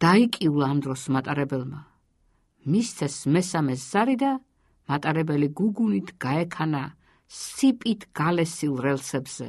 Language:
Georgian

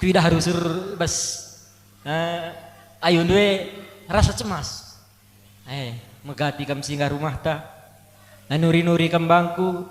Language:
Batak Karo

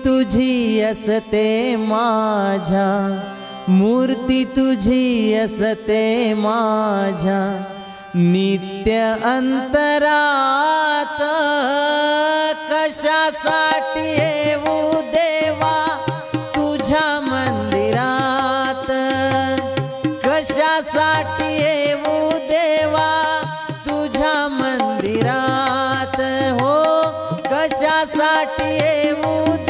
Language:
Marathi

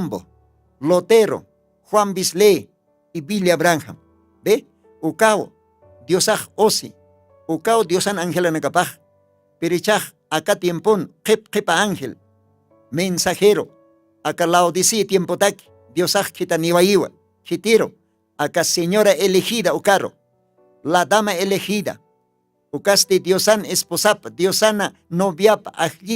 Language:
Aymara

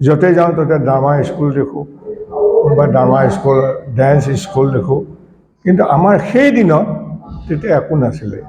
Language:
Assamese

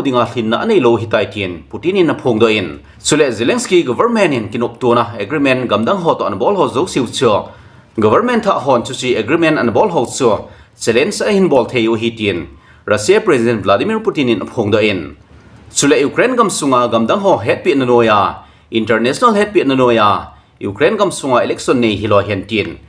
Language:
Thado Chin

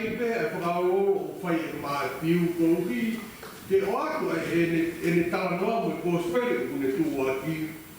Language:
Tongan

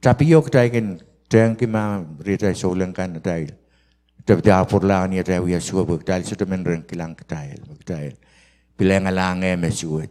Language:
Pohnpeian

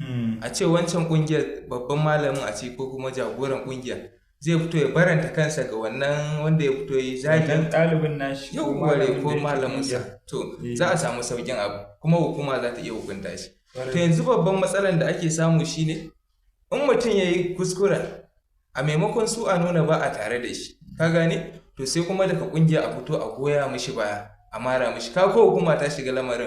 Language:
Hausa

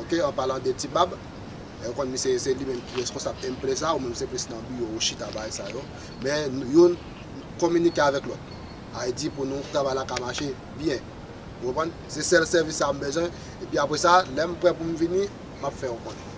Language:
Haitian Creole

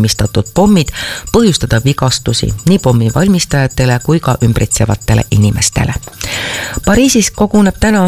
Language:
Estonian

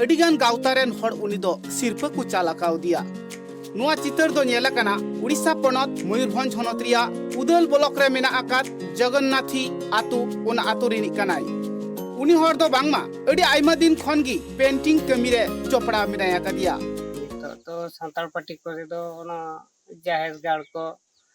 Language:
Santali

